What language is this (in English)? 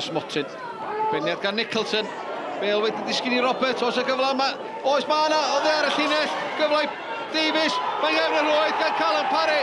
Welsh